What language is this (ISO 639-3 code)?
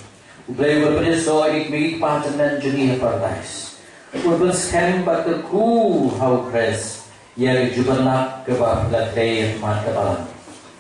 kha